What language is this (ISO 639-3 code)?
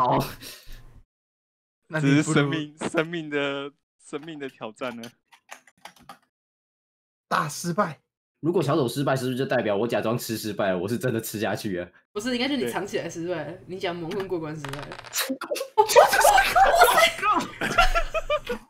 zho